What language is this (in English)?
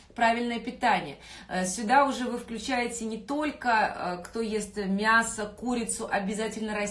Russian